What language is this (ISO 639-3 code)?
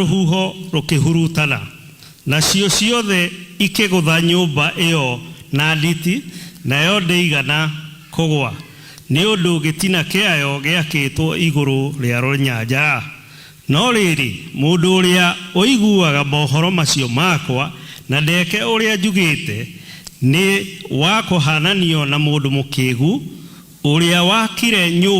kik